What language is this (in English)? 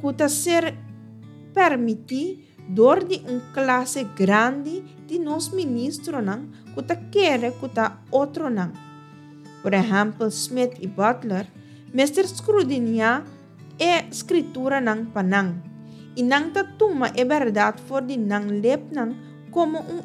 Papiamento